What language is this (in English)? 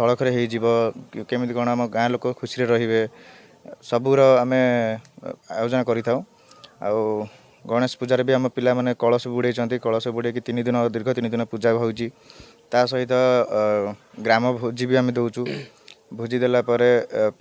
Odia